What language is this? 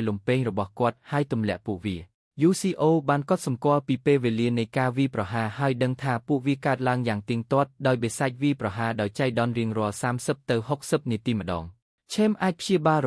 Khmer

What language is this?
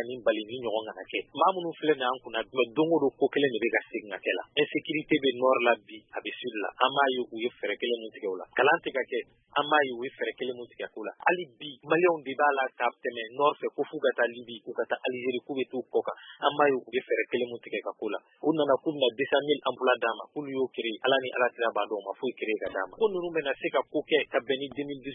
Bambara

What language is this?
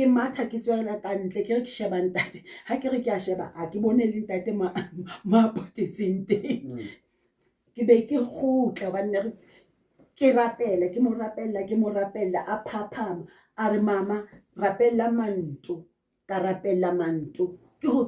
Southern Sotho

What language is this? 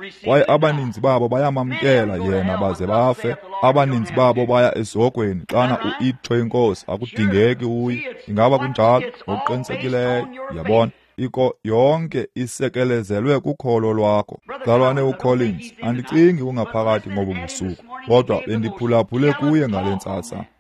Xhosa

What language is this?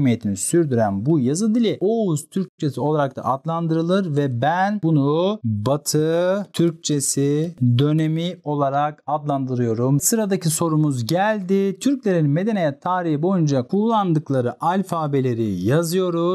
Turkish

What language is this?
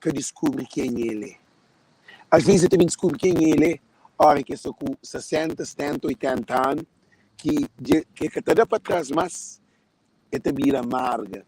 Kabuverdianu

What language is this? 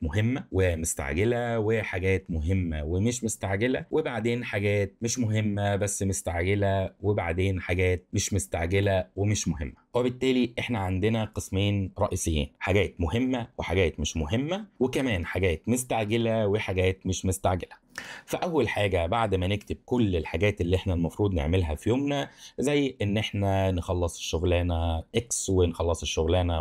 Egyptian Arabic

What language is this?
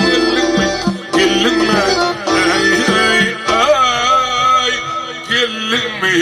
Turkmen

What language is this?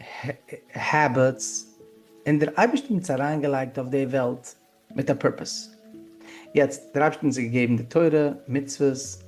Yiddish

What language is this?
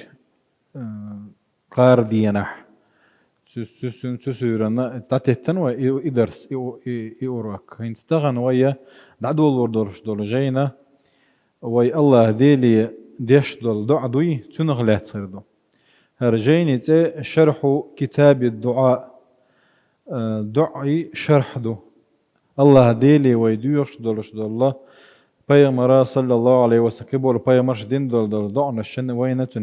Chechen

